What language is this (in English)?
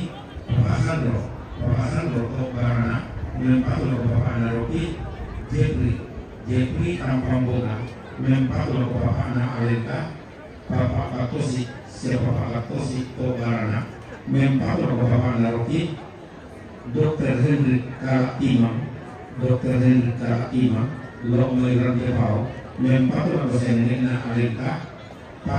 Toraja-Sa'dan